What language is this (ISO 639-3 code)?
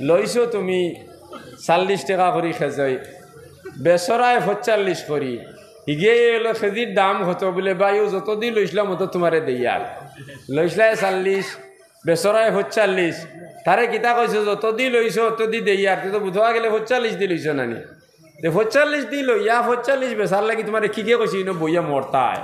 syl